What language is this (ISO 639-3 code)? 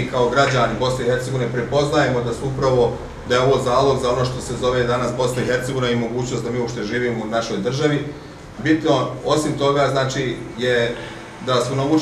bos